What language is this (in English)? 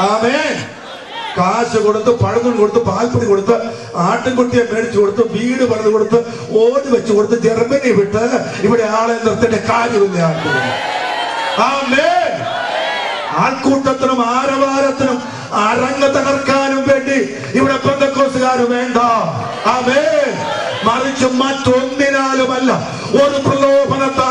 Malayalam